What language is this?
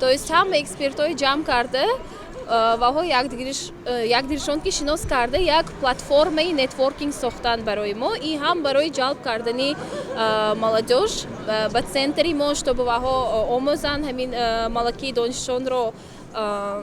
Tajik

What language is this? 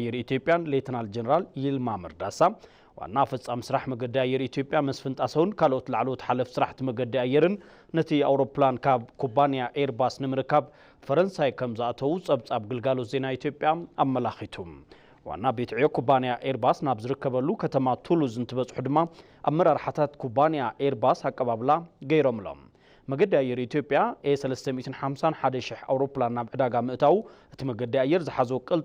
Tigrinya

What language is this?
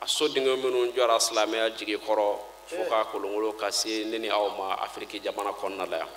Bambara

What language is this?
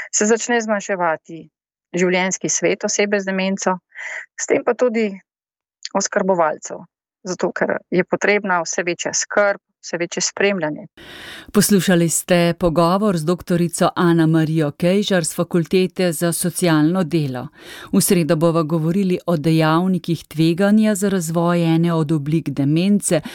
Slovenian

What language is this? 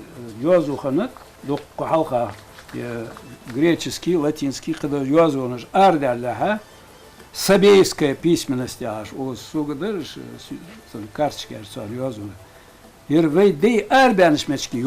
Ingush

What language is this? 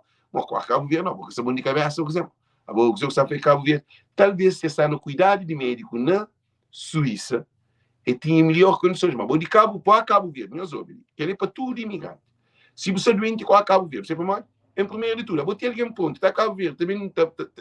Kabuverdianu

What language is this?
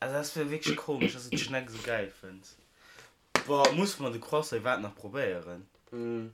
Luxembourgish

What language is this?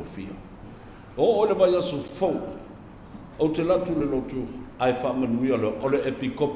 Samoan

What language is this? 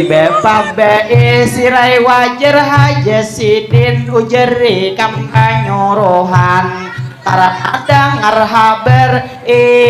Banjar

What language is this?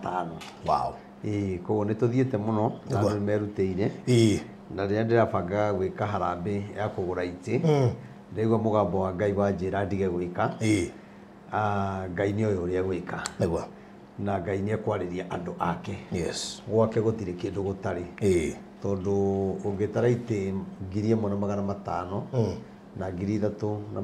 Kikuyu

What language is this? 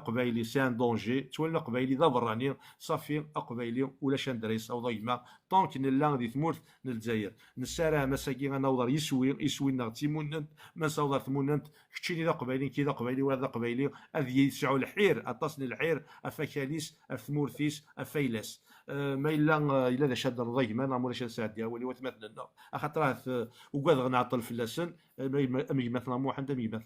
Kabyle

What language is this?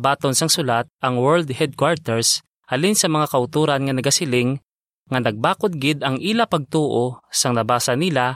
Hiligaynon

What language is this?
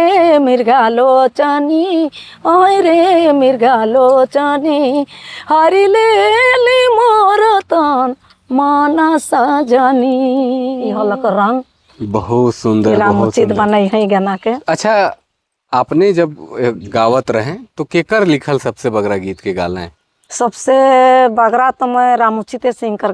Sadri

